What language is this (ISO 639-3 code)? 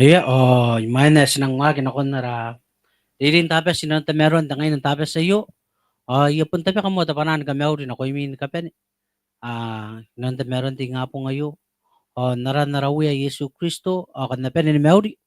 gil